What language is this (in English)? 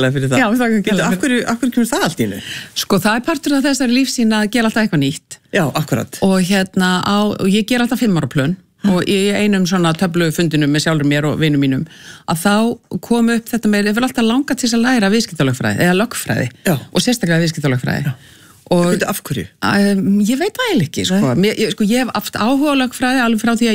Icelandic